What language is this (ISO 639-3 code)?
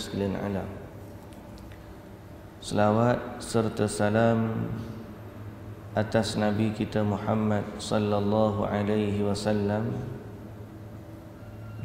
msa